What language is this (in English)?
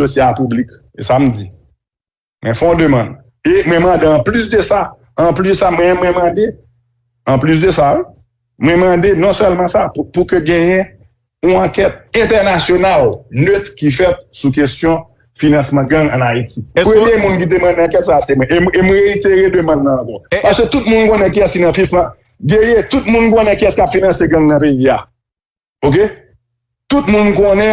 Haitian Creole